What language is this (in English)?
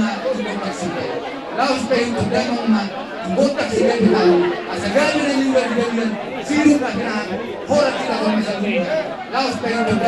Batak Toba